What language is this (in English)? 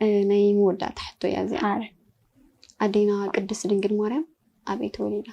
Tigrinya